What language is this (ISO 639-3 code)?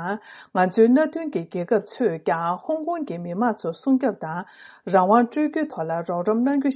bod